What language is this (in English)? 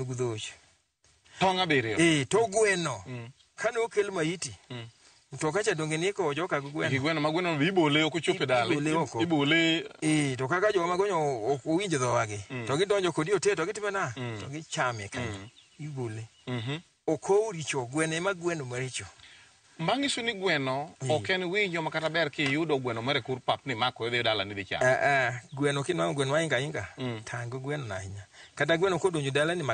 Luo (Kenya and Tanzania)